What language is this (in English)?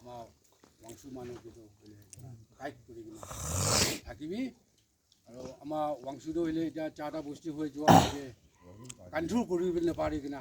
Naga Pidgin